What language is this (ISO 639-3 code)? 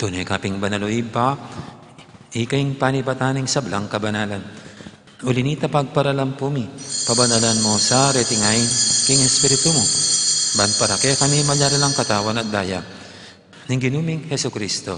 pam